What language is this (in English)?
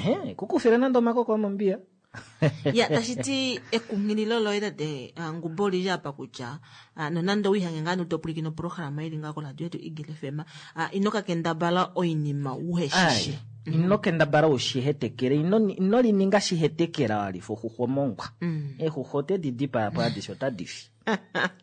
Kuanyama